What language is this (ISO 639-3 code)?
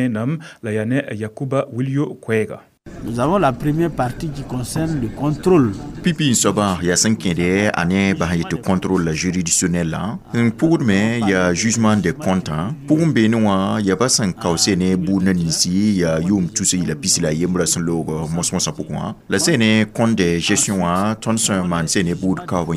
mos